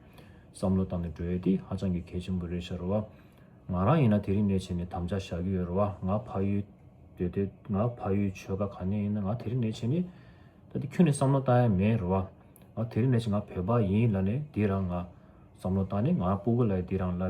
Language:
Tibetan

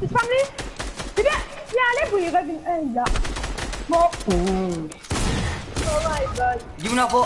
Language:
Morisyen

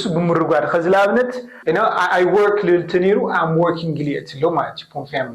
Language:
Tigrinya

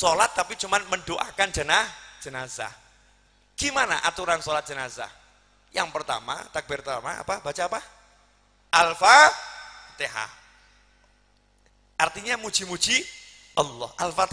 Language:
Indonesian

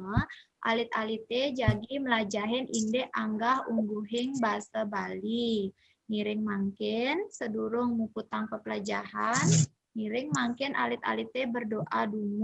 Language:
Balinese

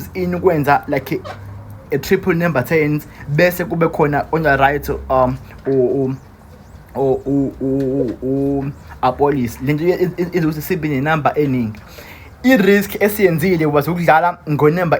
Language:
Zulu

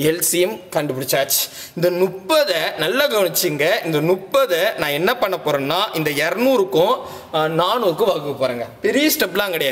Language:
Tamil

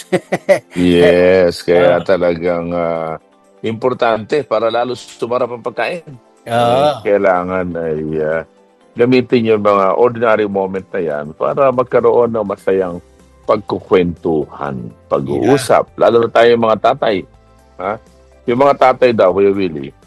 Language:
Filipino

